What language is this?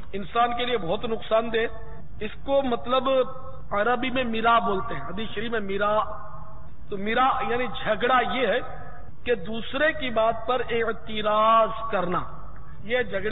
Urdu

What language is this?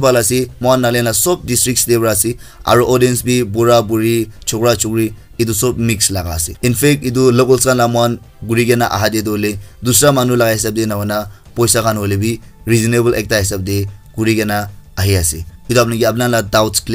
Naga Pidgin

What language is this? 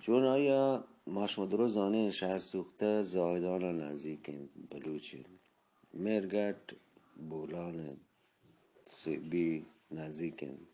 Eastern Balochi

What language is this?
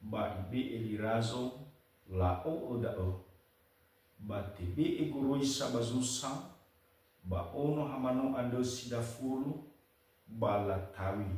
Nias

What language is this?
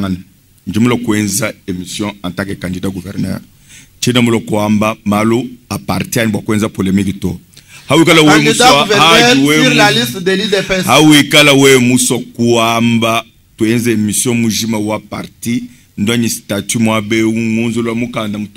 Luba-Lulua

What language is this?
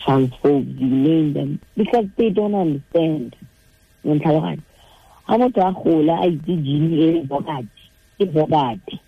Tswana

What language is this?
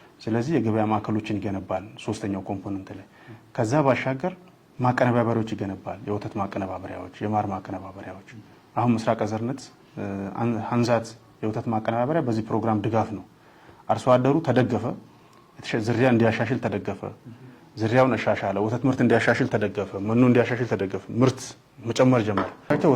Amharic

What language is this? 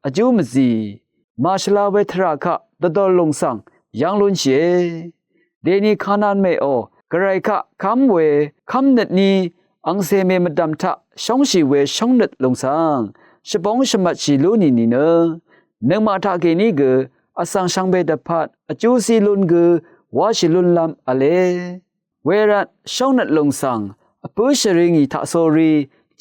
Rawang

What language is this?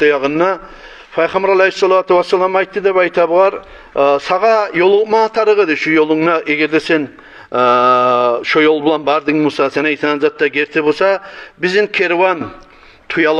Kumyk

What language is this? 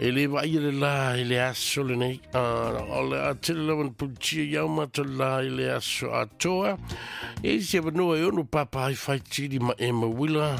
Samoan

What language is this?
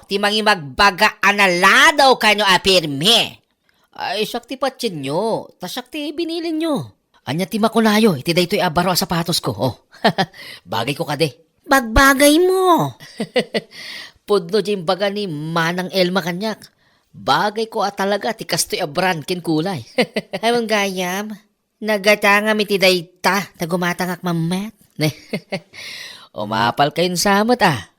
Iloko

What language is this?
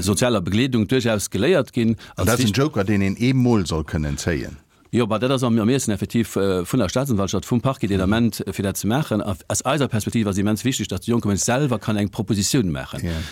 Luxembourgish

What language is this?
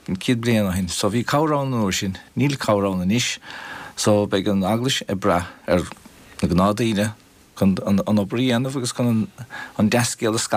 Irish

